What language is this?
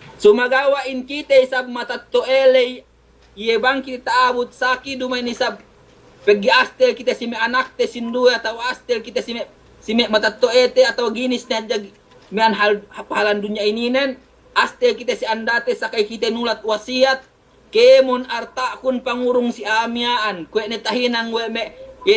Yakan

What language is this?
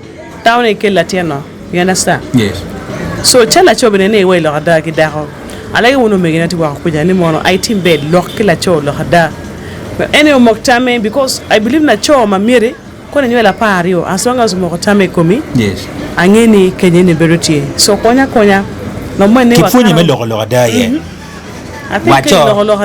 Acoli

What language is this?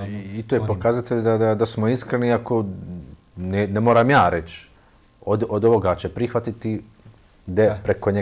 Bosnian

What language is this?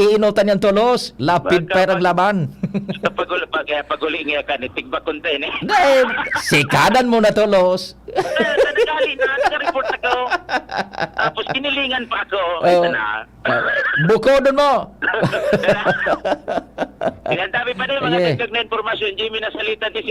Bikol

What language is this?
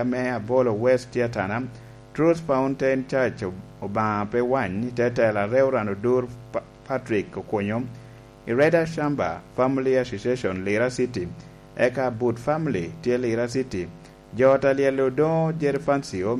Lango (Uganda)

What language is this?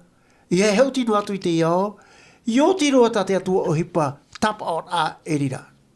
Tahitian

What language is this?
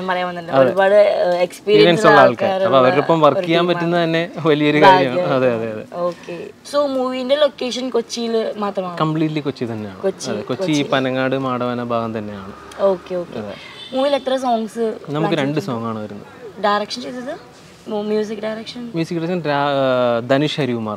Malayalam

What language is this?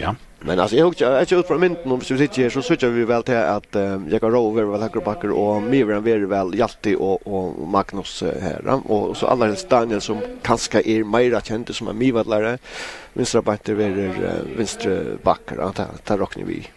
Faroese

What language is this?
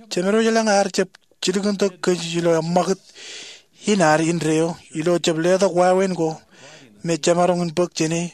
Marshallese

